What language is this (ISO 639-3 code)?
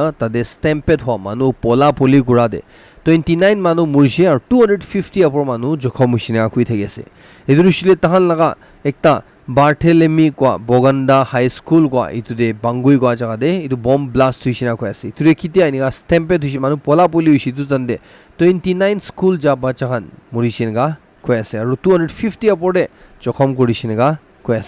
nag